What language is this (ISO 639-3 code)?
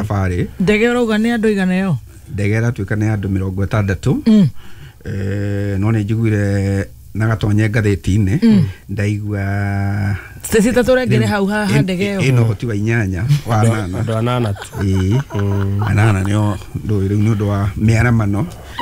kik